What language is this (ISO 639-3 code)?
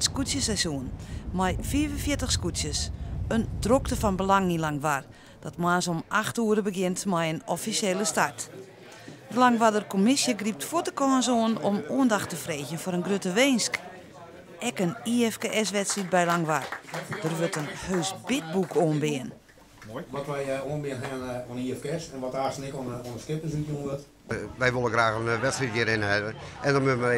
fry